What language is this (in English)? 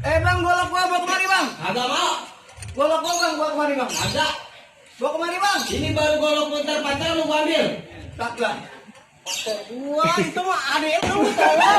Betawi